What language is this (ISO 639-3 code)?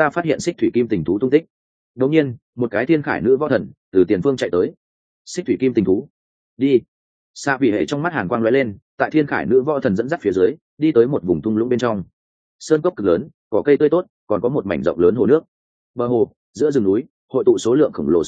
vie